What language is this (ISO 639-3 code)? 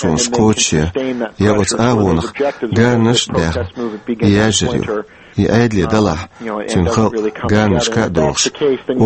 che